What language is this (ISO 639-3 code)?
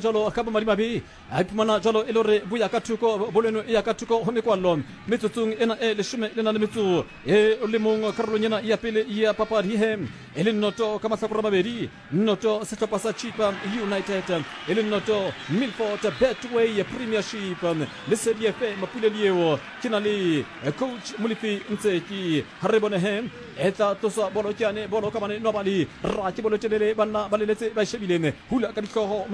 sot